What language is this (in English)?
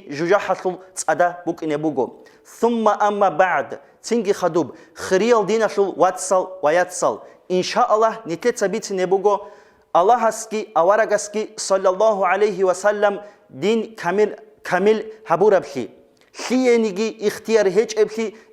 Avaric